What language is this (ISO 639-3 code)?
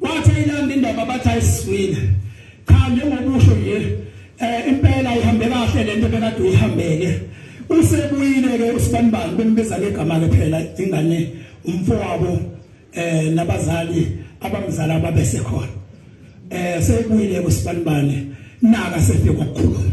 zul